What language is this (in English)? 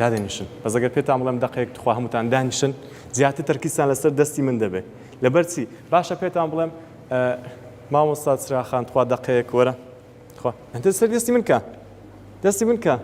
Central Kurdish